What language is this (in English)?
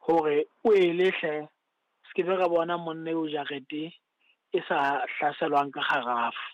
Southern Sotho